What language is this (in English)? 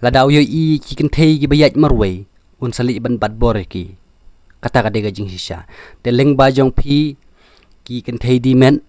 Khasi